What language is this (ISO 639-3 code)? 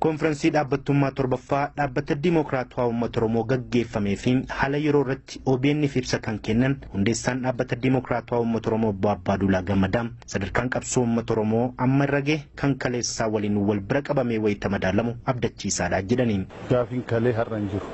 orm